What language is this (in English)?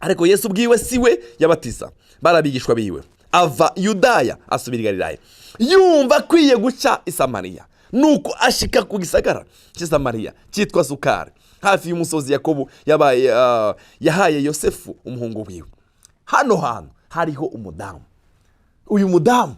Rundi